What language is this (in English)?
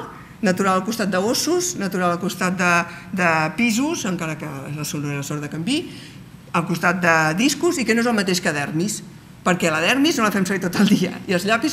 Catalan